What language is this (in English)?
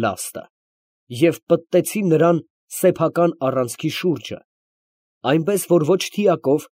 Armenian